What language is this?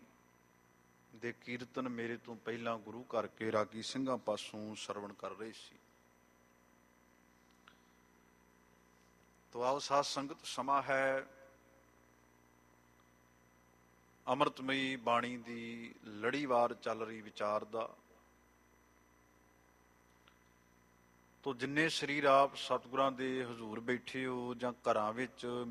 Punjabi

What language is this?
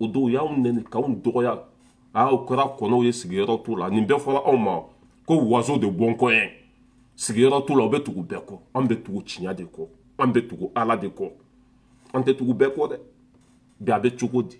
Bambara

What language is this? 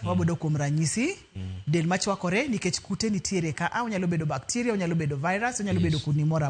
Luo (Kenya and Tanzania)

